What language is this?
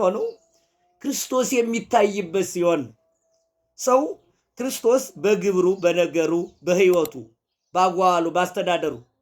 Amharic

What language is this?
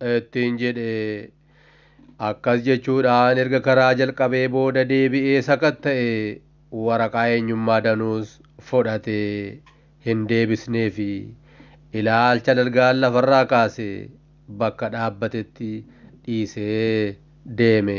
Oromo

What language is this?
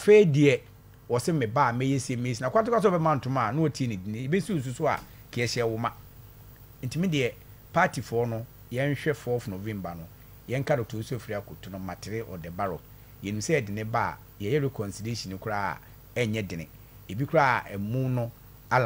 Akan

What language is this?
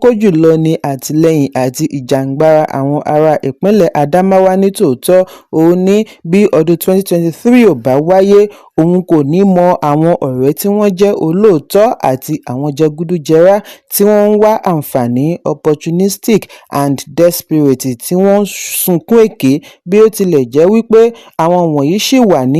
Yoruba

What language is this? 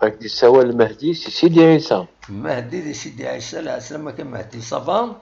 Kabyle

